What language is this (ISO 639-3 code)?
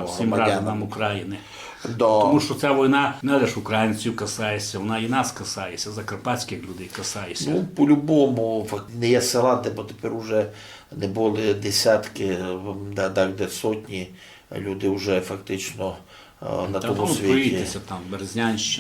rue